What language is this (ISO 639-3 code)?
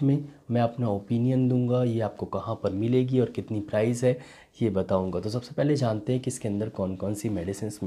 hin